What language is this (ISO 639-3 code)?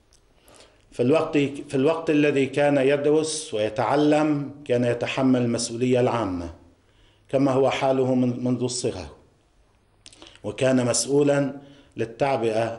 ara